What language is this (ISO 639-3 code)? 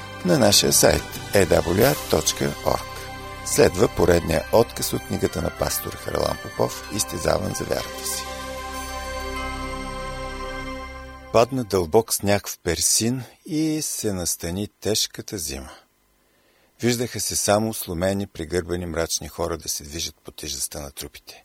bul